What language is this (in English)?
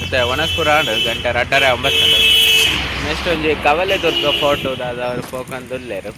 Tulu